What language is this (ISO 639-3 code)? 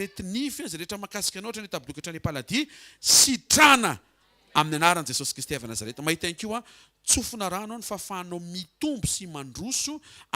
mlg